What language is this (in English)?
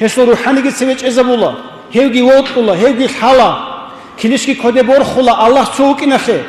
Avaric